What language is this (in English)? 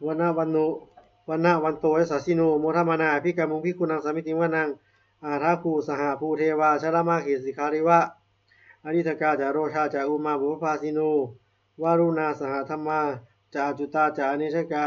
Pali